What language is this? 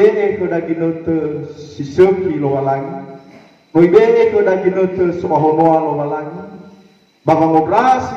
Nias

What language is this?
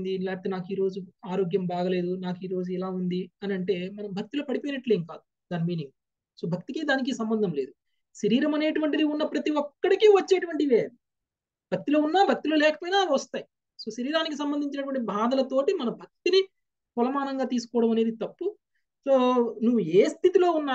Telugu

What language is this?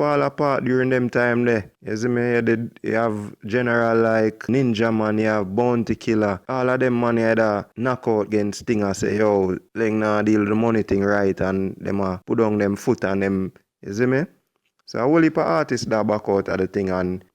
Jamaican Creole English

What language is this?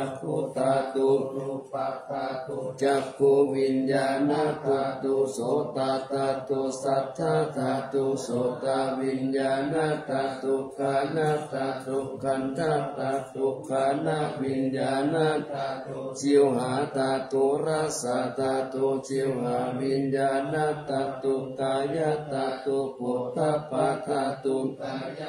Pali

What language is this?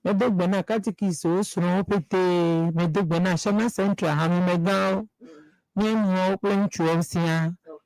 Ewe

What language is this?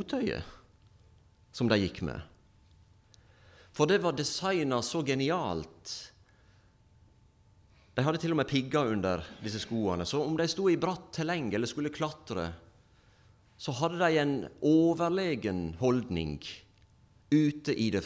Norwegian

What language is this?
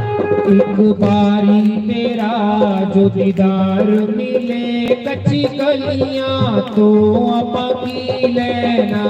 Dogri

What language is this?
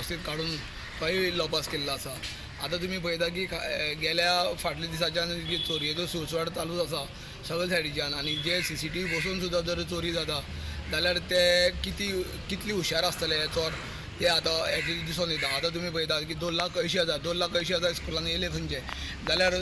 Konkani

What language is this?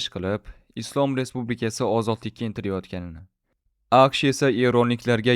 Uzbek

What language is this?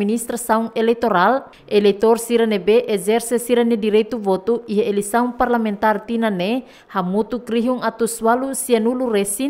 Tetum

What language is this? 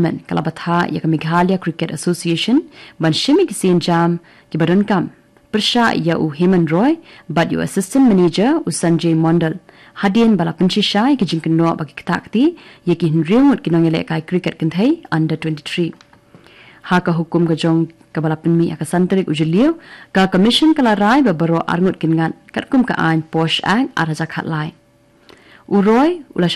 Khasi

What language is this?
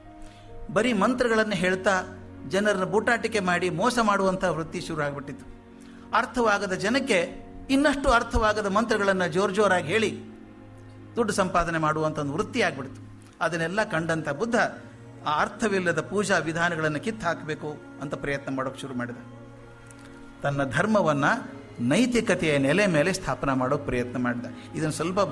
Kannada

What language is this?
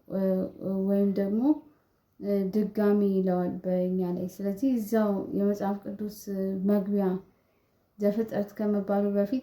Amharic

